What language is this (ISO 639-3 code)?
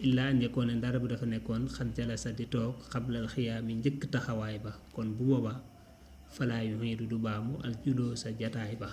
wol